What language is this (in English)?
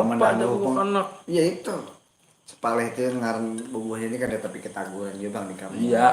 Banjar